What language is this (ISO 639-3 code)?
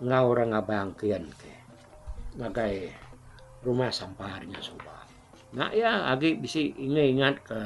iba